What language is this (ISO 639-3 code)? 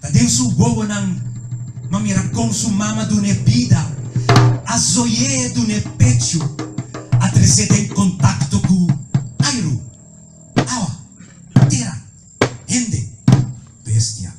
pap